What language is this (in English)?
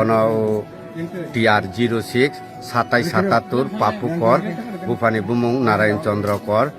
Kok Borok